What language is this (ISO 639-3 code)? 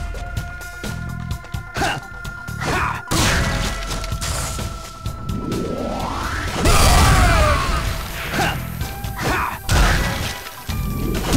ind